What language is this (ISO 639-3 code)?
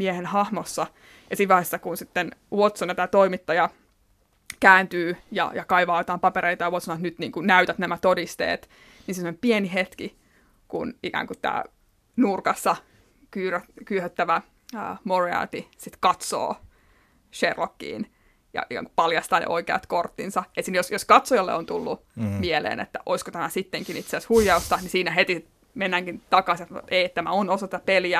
fin